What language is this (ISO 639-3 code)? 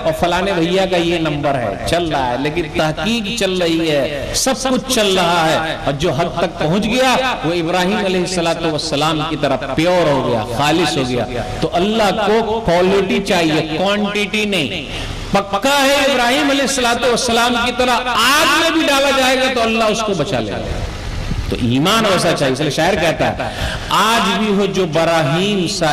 urd